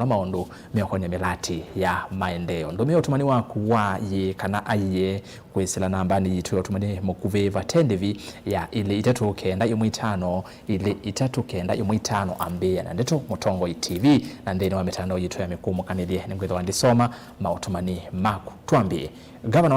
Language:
Kamba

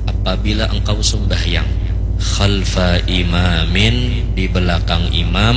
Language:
Banjar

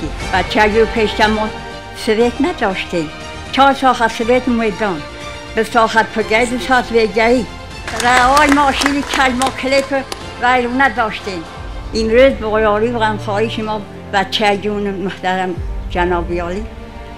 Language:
Tajik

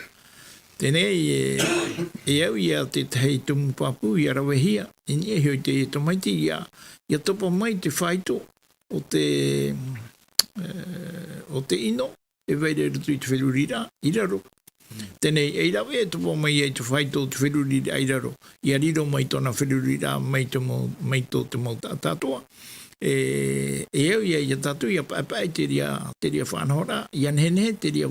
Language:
Tahitian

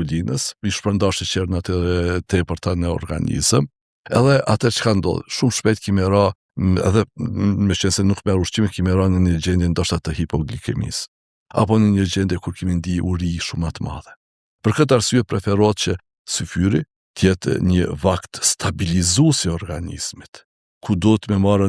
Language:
Albanian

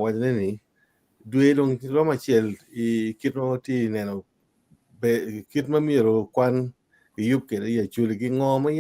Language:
Acoli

